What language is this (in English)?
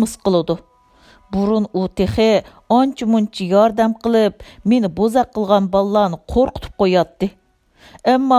Uyghur